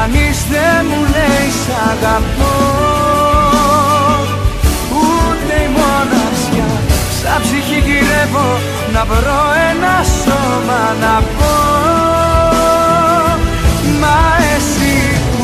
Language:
Greek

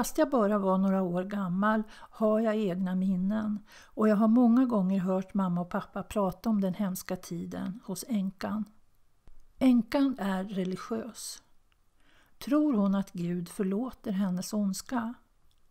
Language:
Swedish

